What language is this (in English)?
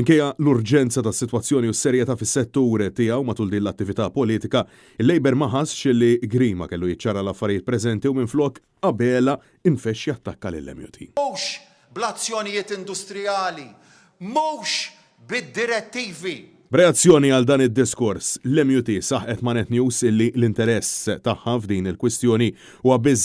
Maltese